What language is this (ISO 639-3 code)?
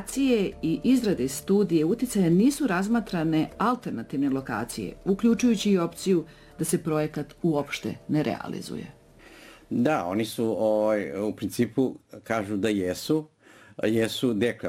srp